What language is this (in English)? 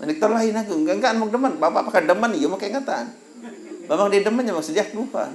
Sasak